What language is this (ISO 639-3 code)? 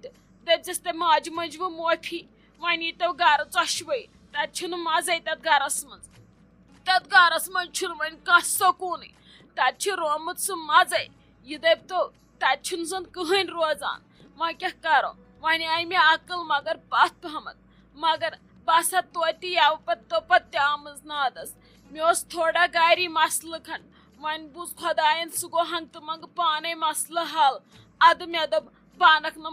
kas